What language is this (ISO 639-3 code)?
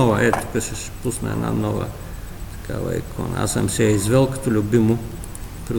bul